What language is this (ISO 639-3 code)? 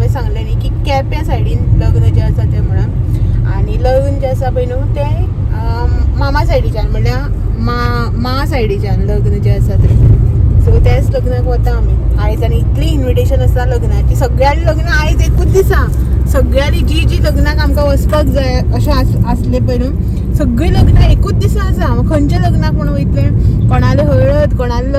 kok